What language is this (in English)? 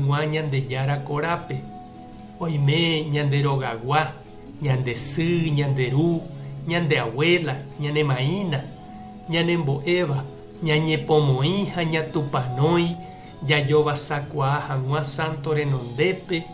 Guarani